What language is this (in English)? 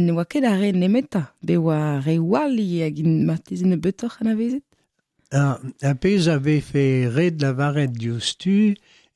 Breton